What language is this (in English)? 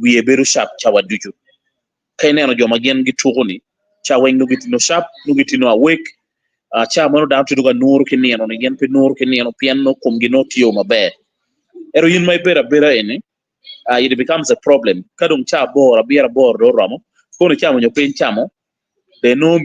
Acoli